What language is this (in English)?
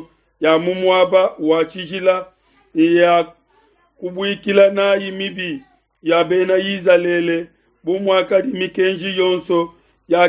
Luba-Lulua